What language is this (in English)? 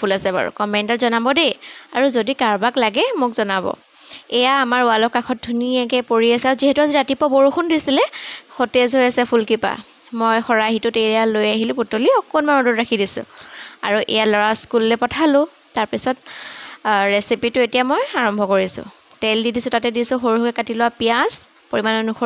Assamese